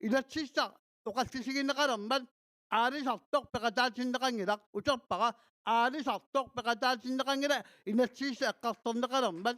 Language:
Kalaallisut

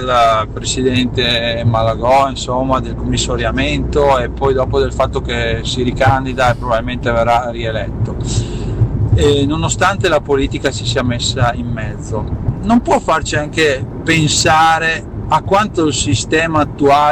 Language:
Italian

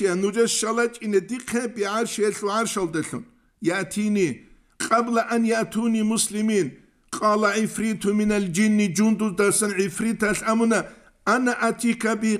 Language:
Avaric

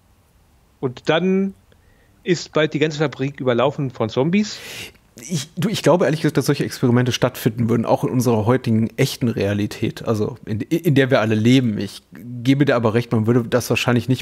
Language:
German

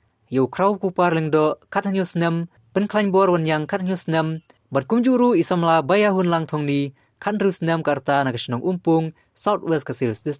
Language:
Khasi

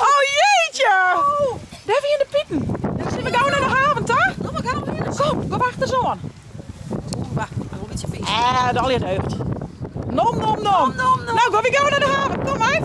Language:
Western Frisian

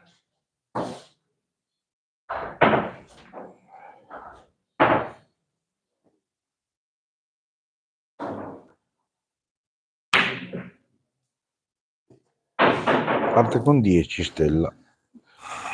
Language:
Italian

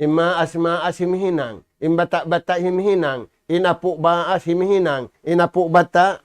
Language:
Tausug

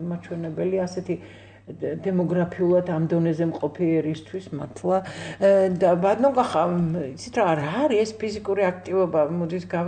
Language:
Georgian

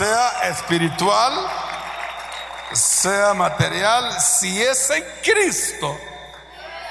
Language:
Spanish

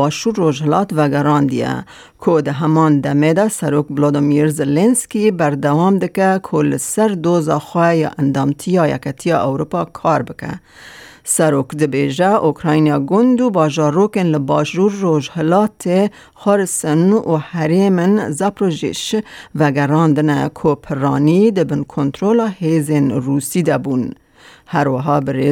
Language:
Kurdish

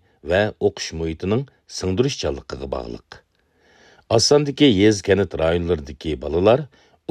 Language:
Uyghur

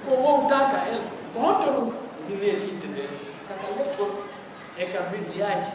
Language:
Pular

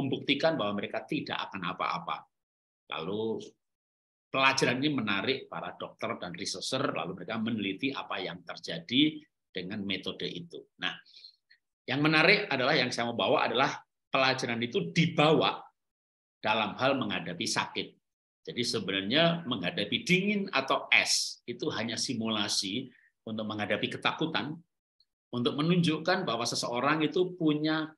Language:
Indonesian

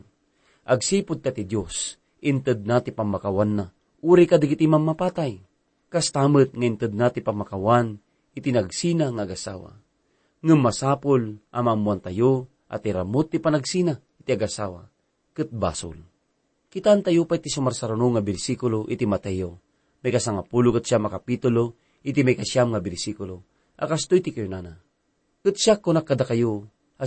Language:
Iloko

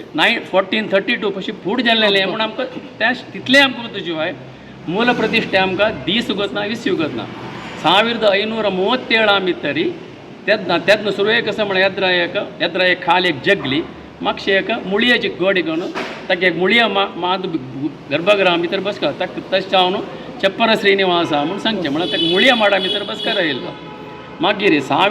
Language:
Konkani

